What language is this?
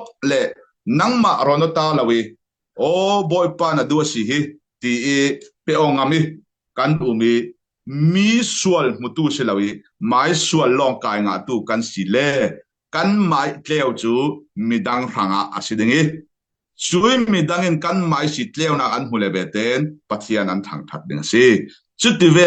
Falam Chin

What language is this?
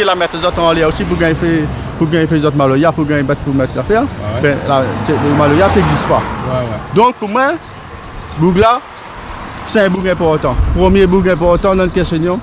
Réunion Creole French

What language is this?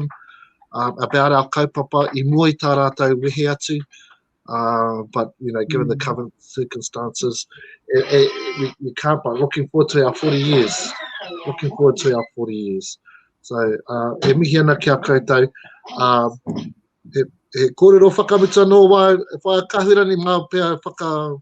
Māori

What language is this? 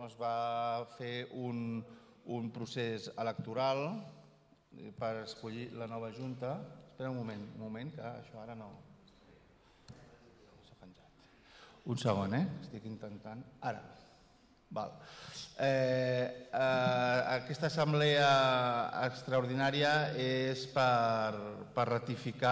Catalan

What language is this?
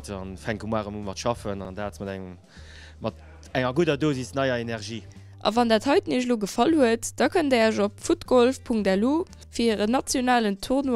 Luxembourgish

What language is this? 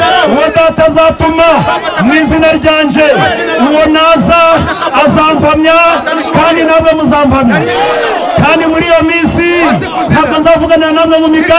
Kinyarwanda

